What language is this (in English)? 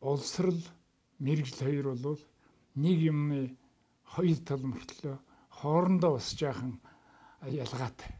Mongolian